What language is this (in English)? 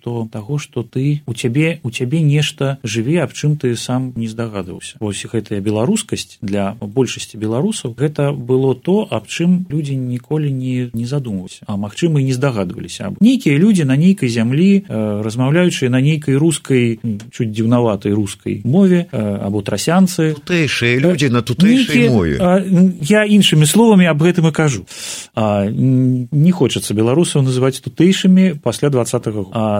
Belarusian